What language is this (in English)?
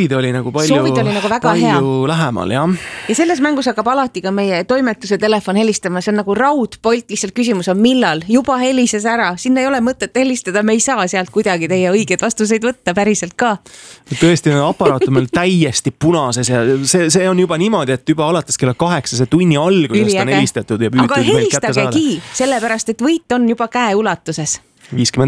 Estonian